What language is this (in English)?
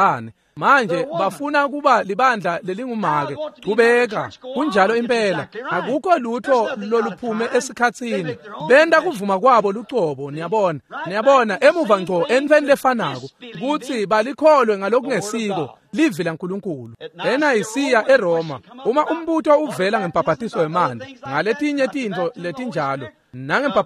Swati